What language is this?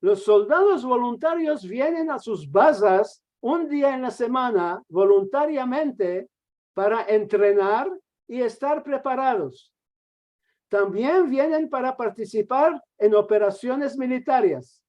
Ladino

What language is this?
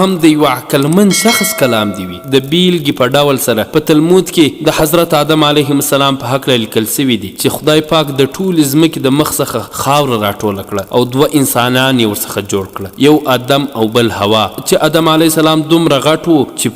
Pashto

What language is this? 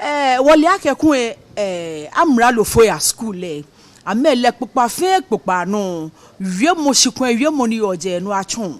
Ga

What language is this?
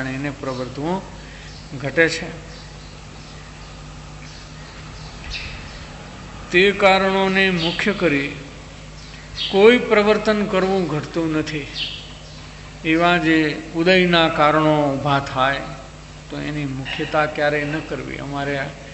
Gujarati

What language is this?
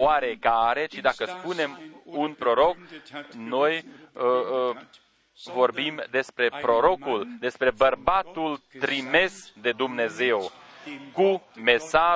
Romanian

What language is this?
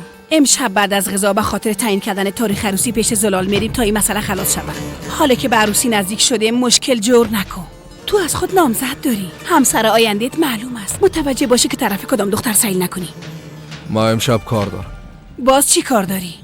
Persian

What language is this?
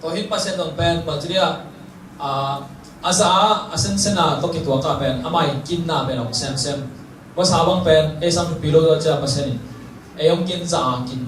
Tedim Chin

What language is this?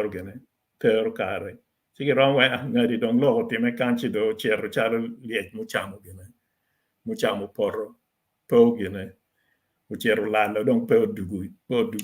Acoli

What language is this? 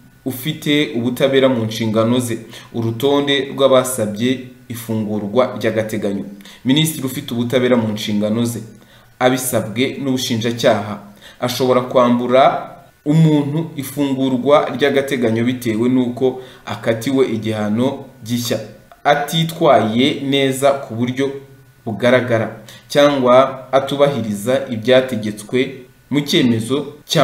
Kinyarwanda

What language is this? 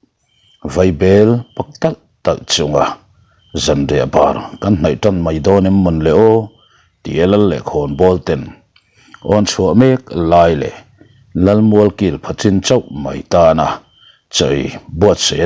Mizo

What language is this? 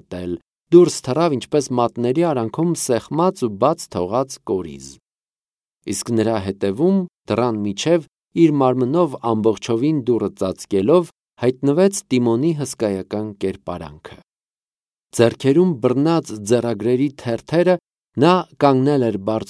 Armenian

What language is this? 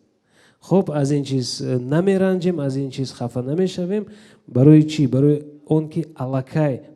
Tajik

